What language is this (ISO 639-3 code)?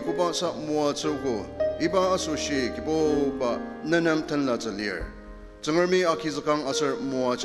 njo